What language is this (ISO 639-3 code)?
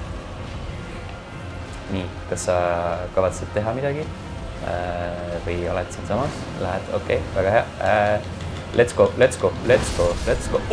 est